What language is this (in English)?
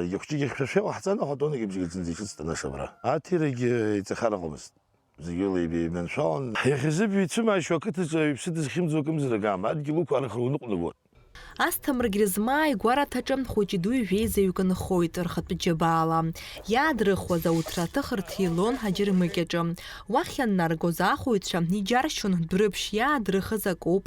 Abkhazian